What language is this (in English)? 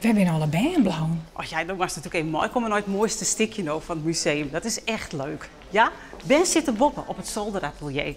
Western Frisian